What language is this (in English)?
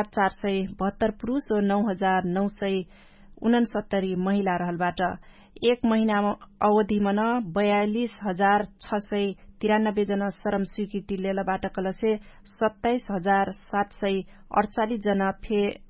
Dangaura Tharu